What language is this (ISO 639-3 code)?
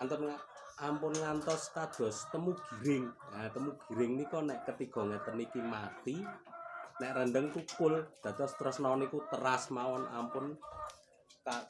jav